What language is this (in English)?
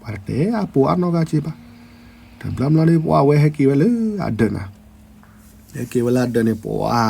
S'gaw Karen